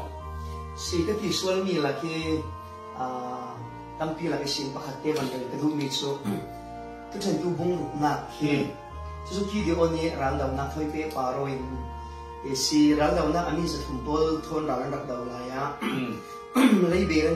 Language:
Falam Chin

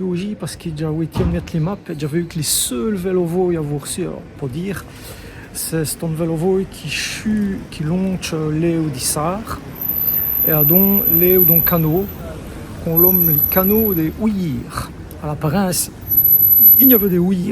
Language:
Walloon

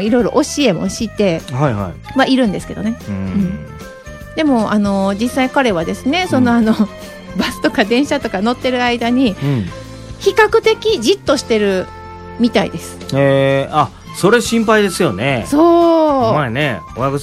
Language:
Japanese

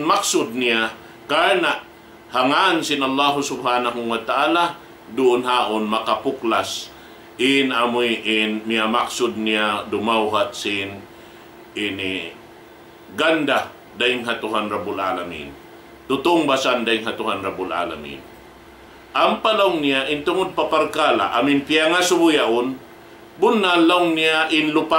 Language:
Tausug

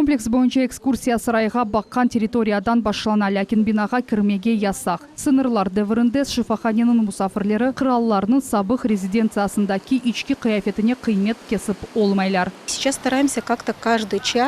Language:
Crimean Tatar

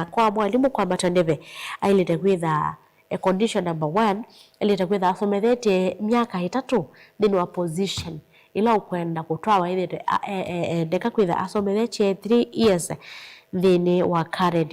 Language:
Kamba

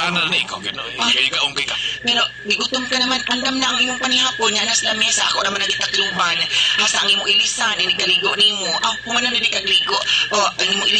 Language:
Cebuano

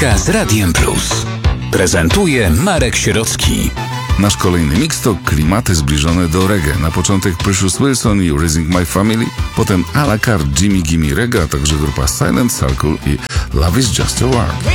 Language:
Polish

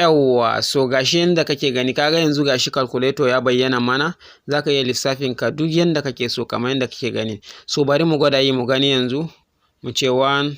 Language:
Hausa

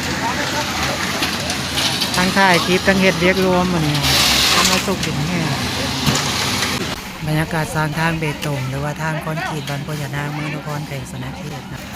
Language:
Lao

